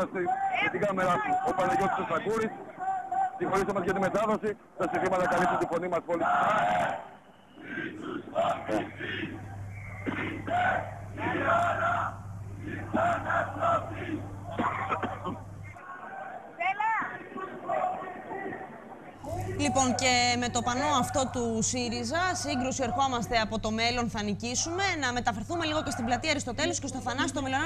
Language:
Greek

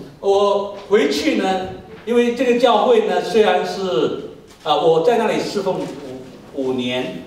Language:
Chinese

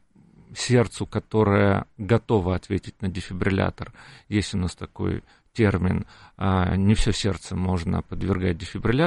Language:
Russian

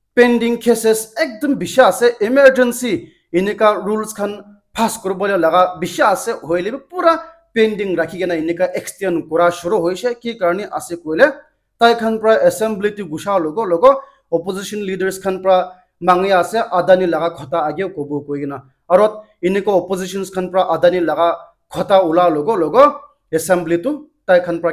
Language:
Naga Pidgin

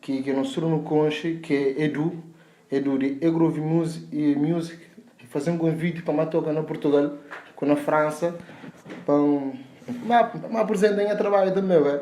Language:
Kabuverdianu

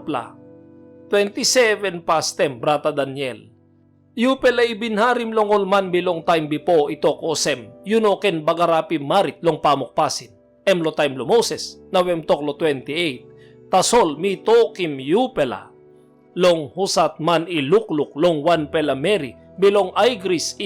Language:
Tok Pisin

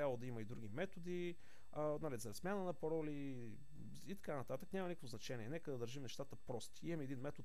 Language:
Bulgarian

